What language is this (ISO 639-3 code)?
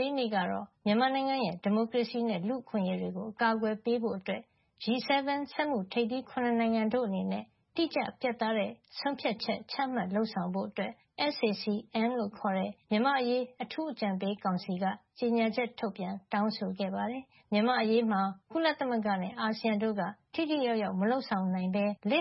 mya